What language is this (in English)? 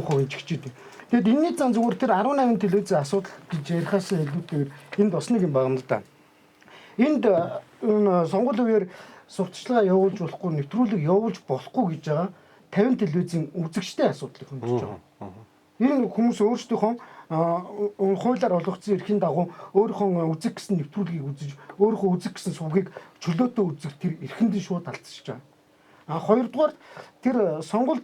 Mongolian